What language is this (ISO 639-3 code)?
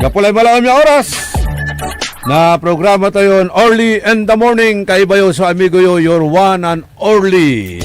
pag